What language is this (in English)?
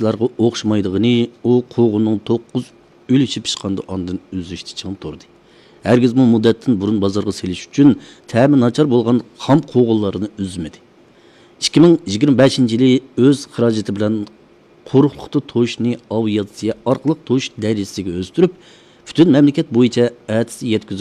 Uyghur